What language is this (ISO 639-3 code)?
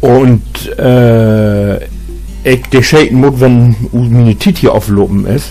nds